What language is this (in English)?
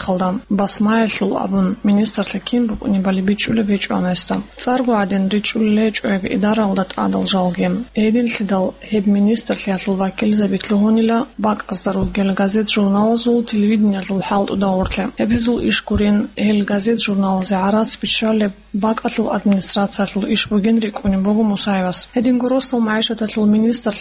Avaric